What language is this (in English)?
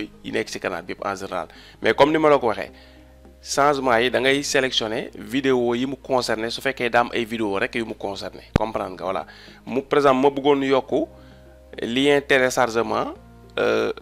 Wolof